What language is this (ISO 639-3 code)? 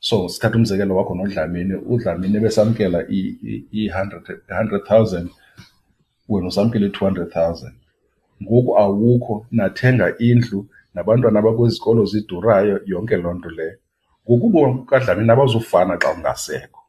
xho